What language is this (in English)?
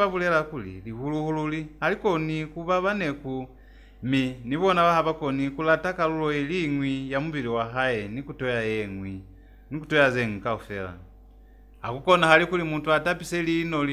Lozi